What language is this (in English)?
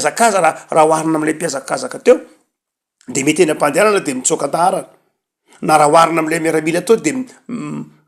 Malagasy